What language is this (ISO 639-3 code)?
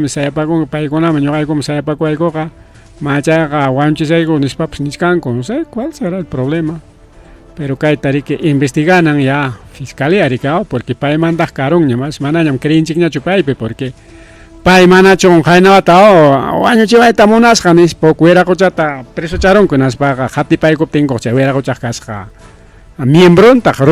quy